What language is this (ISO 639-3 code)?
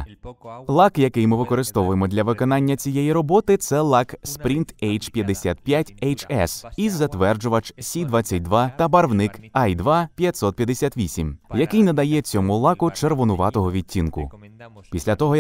ukr